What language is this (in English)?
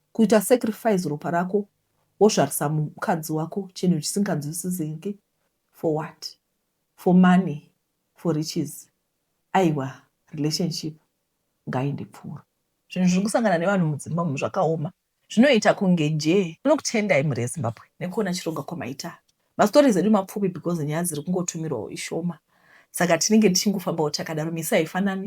Shona